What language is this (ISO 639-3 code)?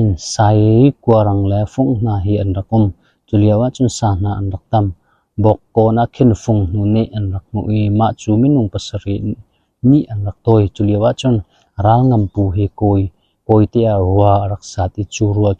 cnh